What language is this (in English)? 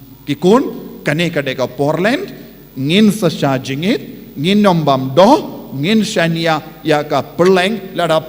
Khasi